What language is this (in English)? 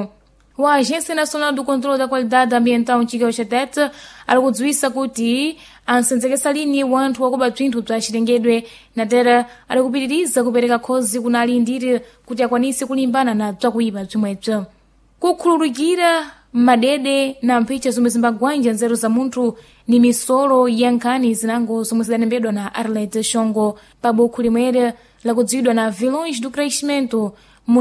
Sena